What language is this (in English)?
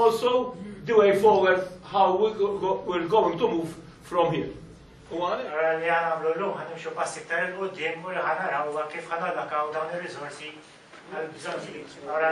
Maltese